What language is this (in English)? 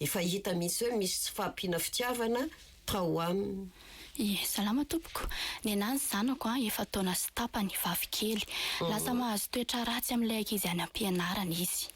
Malagasy